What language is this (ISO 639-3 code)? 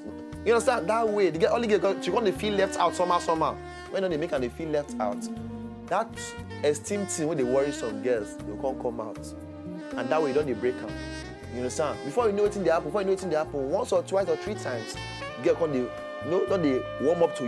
pcm